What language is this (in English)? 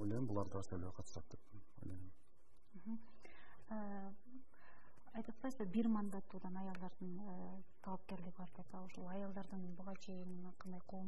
Kyrgyz